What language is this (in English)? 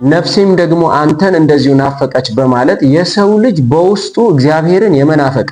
Amharic